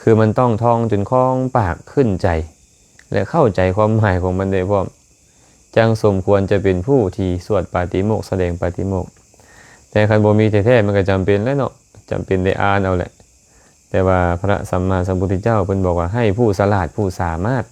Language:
Lao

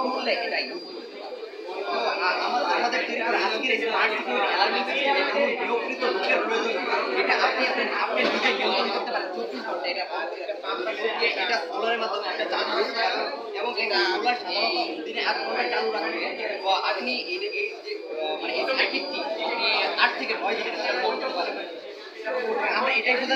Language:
Bangla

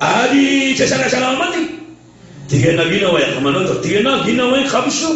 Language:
Maranao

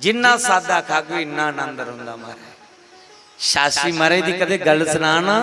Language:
Dogri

